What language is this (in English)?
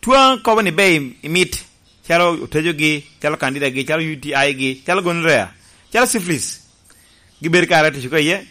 Lango (Uganda)